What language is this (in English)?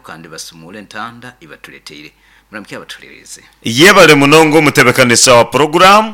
Nyoro